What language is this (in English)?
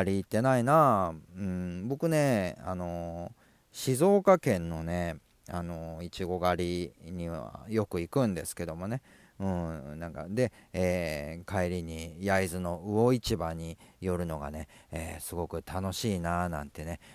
Japanese